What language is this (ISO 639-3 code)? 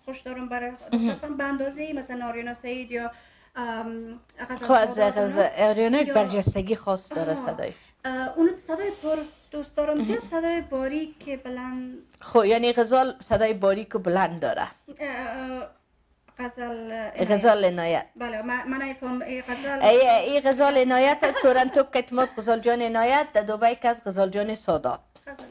fas